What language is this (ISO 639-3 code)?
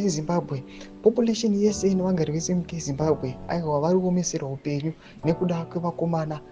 sna